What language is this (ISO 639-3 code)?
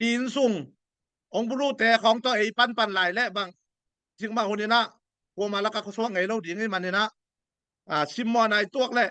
ctd